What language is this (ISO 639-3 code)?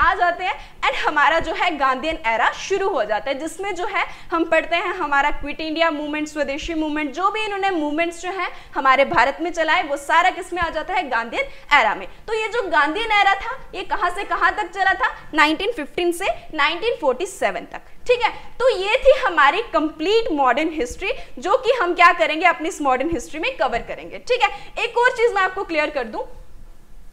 hin